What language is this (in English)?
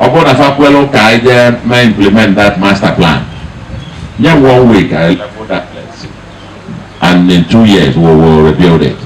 Igbo